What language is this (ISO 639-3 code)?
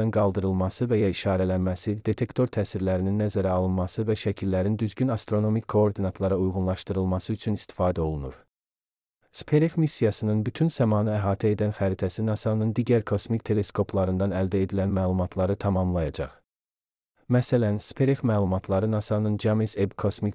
aze